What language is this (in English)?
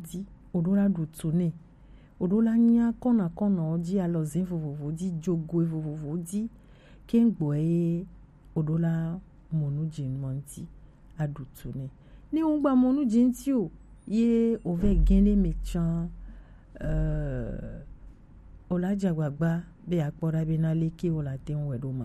Gen